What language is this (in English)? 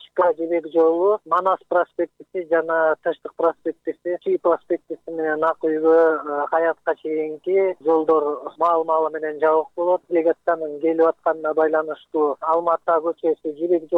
Kyrgyz